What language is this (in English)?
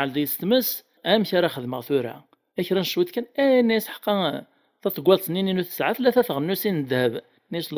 Kabyle